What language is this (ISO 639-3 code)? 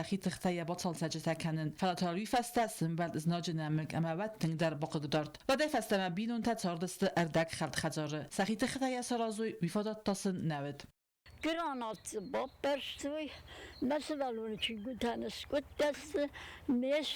oss